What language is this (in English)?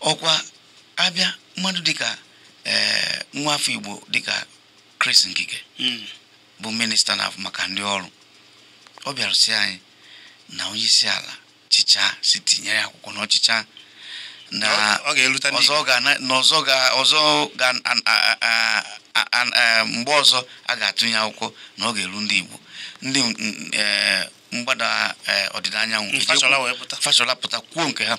Igbo